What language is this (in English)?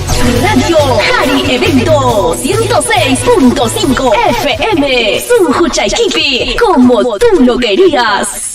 Ayacucho Quechua